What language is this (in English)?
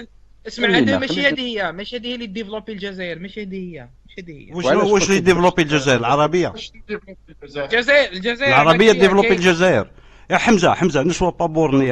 Algerian Arabic